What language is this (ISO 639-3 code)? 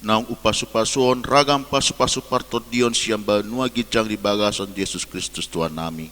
bbc